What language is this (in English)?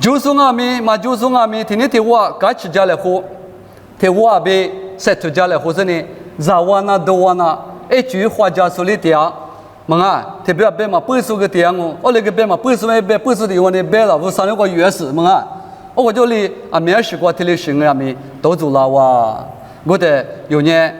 Lisu